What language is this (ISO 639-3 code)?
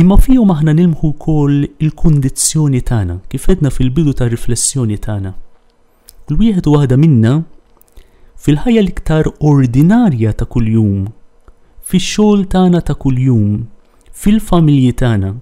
mlt